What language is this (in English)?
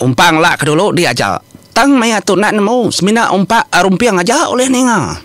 Iban